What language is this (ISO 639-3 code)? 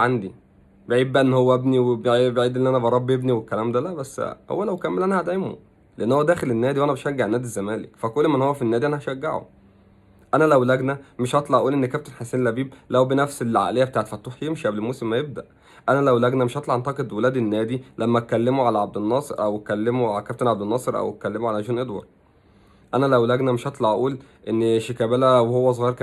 arz